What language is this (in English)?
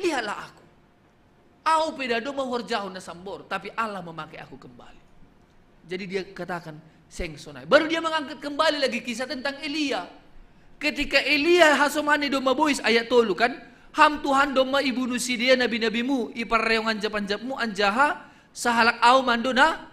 Batak Simalungun